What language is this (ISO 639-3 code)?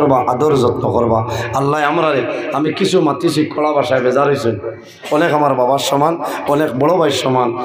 syl